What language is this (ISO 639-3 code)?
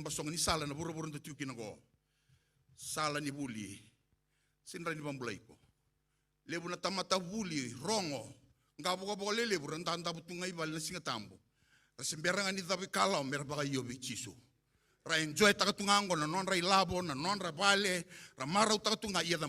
fij